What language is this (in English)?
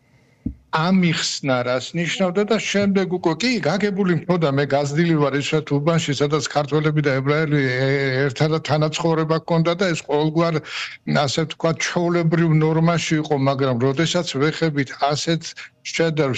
Georgian